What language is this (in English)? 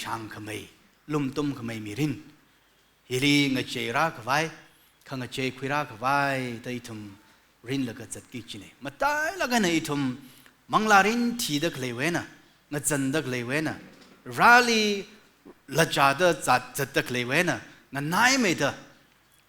Tangkhul Naga (India)